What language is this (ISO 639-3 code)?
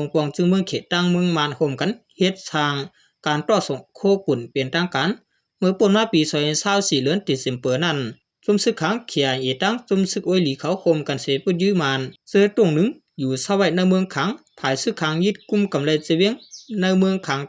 shn